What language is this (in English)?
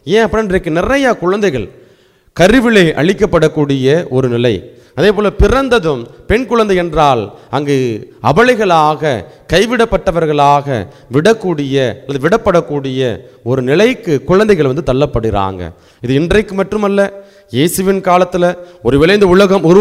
Tamil